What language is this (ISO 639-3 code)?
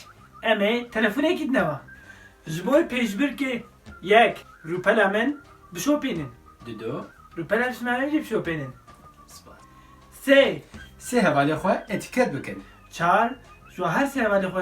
kur